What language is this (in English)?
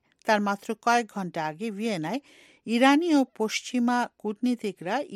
Bangla